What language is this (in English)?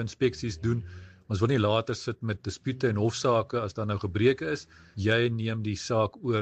Afrikaans